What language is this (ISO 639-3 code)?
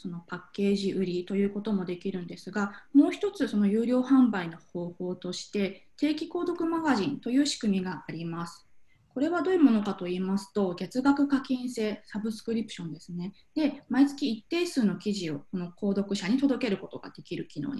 jpn